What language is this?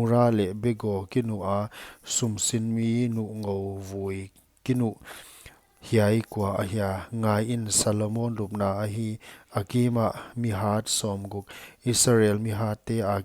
Paite Chin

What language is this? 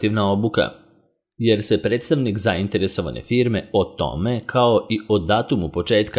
Serbian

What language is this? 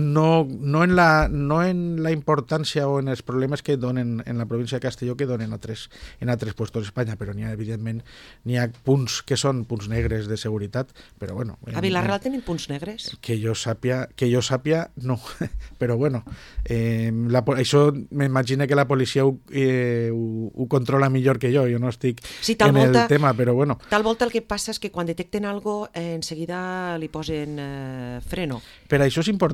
Catalan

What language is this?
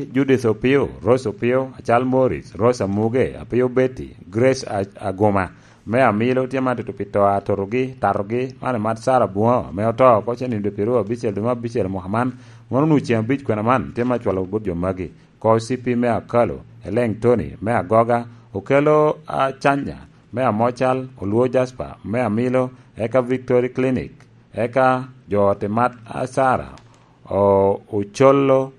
Lango (Uganda)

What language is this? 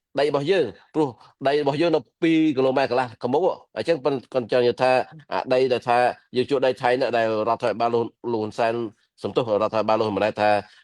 Khmer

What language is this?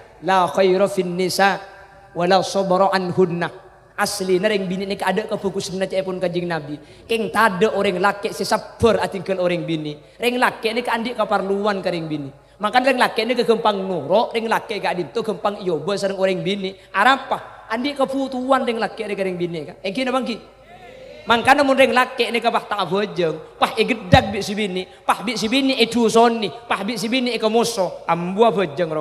Madurese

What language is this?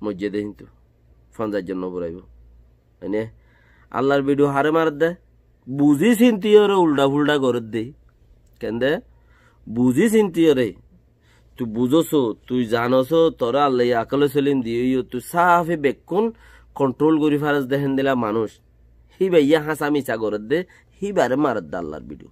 Rohingya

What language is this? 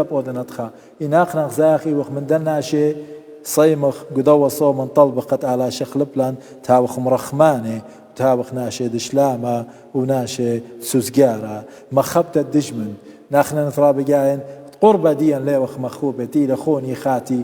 Assyrian Neo-Aramaic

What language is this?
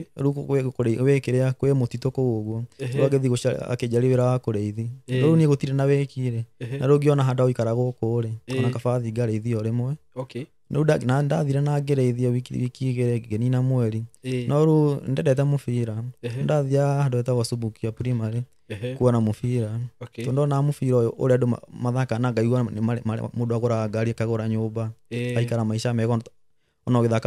Kikuyu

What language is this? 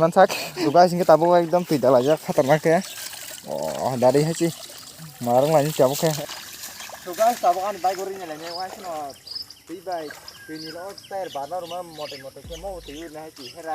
Kok Borok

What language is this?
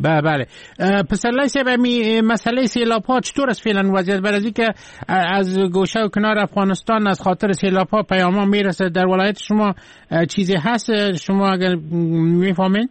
Persian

